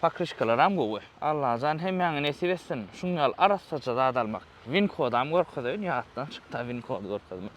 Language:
Turkmen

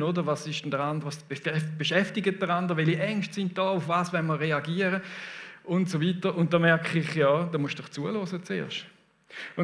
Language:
Swiss German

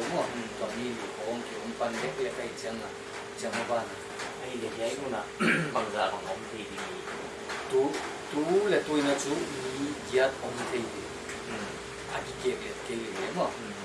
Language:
Paite Chin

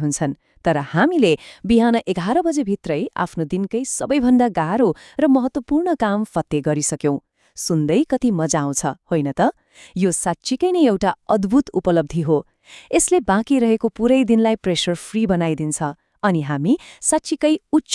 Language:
Nepali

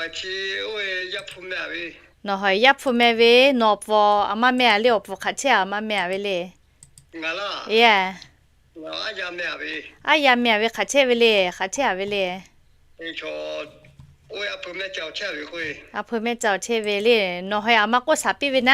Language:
Lahu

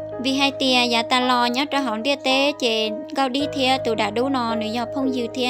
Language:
Hmong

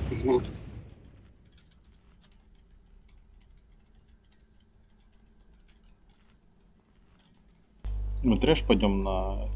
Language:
Russian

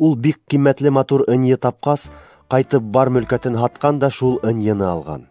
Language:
Bashkir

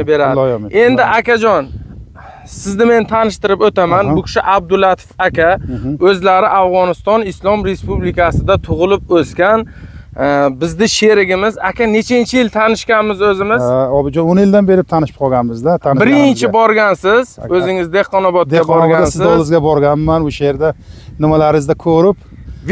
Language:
Uzbek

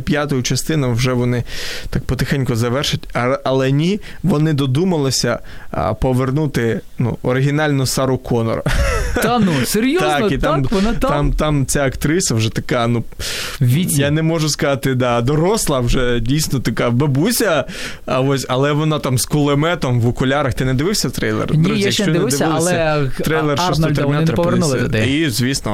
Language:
Ukrainian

